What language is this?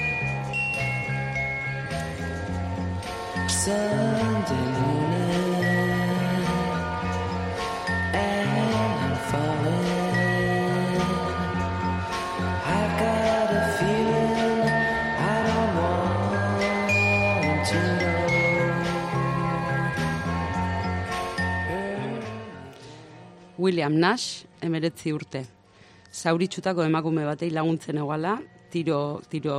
Basque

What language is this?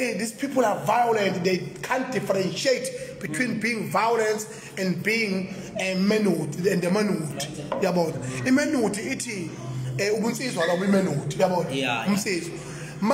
Zulu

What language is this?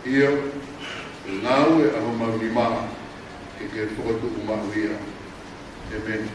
Tongan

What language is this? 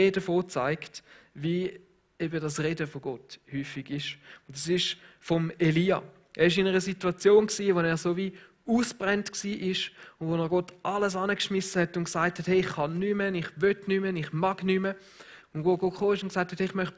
Swiss German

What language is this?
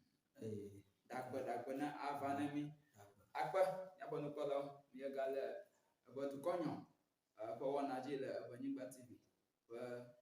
Ewe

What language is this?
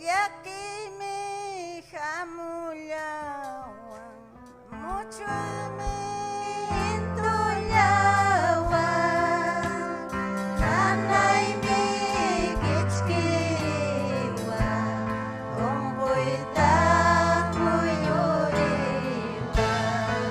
Ayacucho Quechua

